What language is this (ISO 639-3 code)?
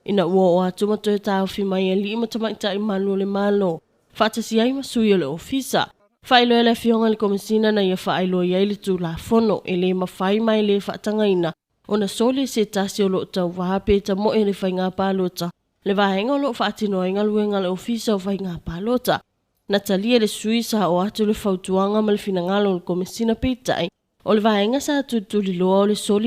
smo